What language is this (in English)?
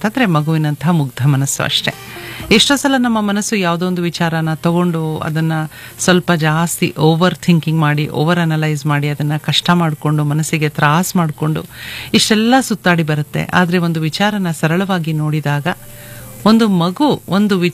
Kannada